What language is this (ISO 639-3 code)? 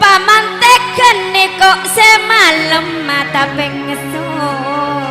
mad